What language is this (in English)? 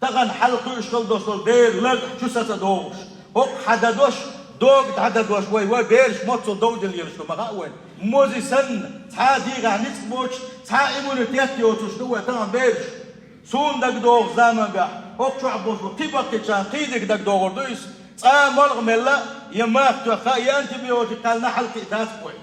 Chechen